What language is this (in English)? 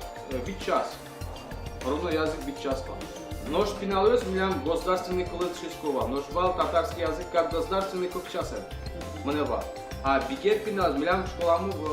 Udmurt